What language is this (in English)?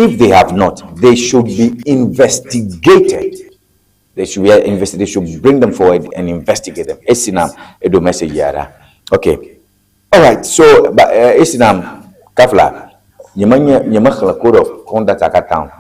Ewe